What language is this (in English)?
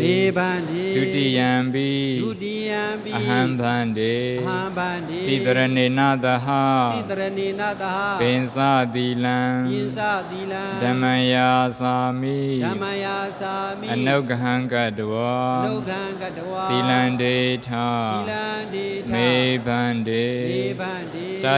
Burmese